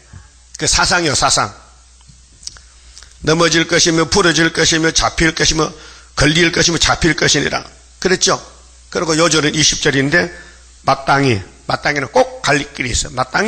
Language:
Korean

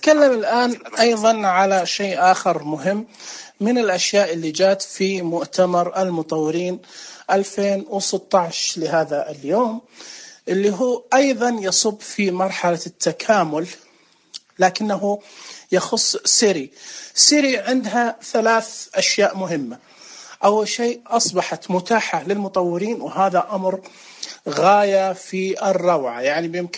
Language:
Najdi Arabic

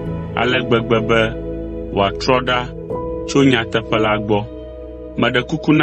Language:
Ewe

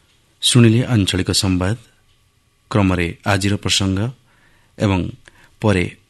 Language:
Odia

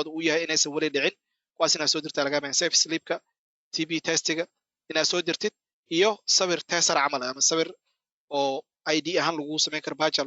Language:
Somali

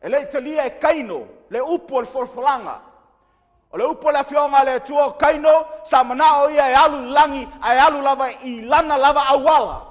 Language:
Samoan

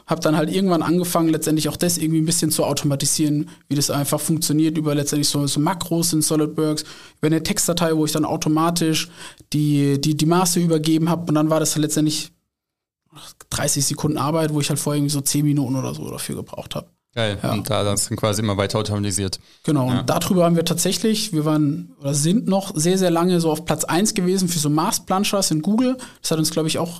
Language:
German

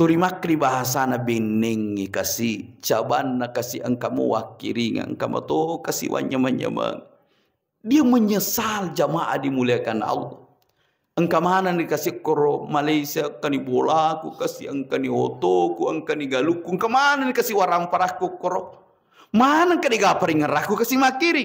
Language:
Buginese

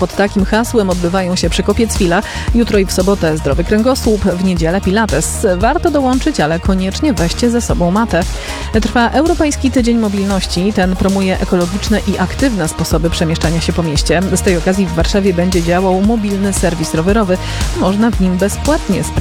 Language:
Polish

